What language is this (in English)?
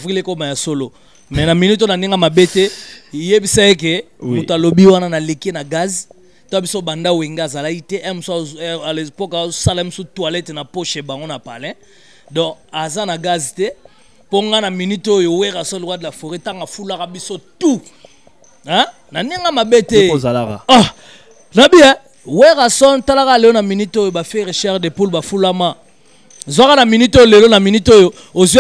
Lingala